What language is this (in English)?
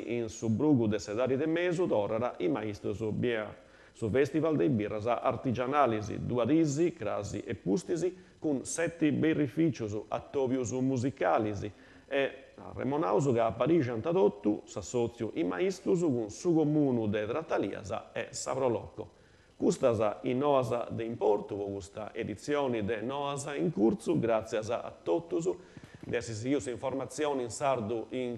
Sardinian